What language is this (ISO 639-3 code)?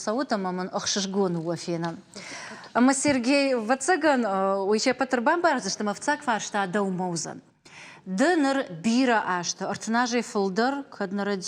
oss